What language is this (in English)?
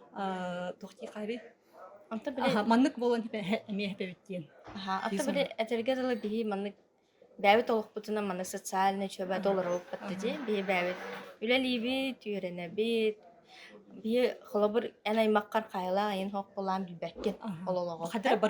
Yakut